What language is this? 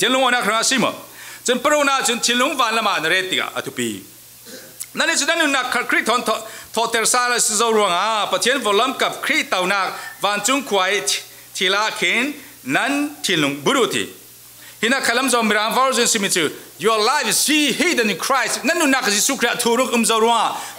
Falam Chin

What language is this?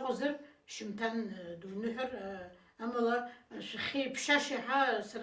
Abkhazian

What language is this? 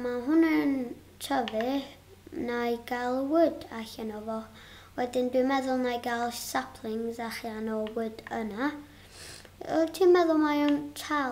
Welsh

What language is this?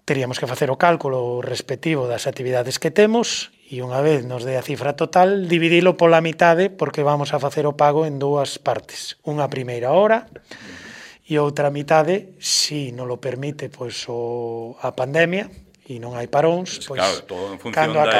Galician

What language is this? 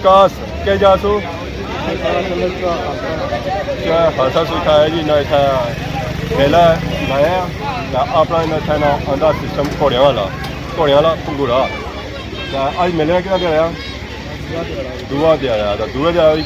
Pahari-Potwari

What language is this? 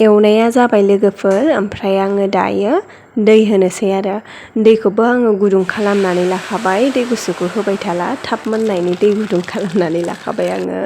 Bodo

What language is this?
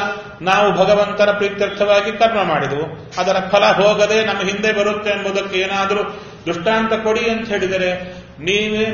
Kannada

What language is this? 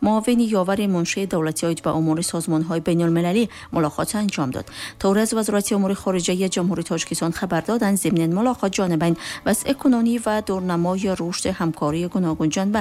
Tajik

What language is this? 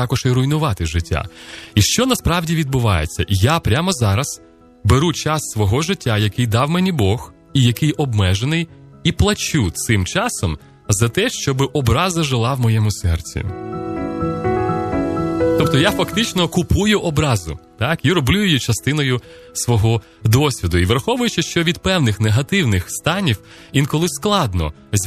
Ukrainian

